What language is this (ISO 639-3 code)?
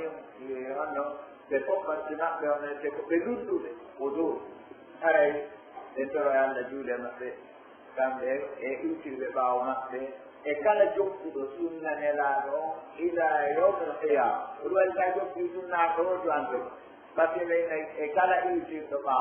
fuf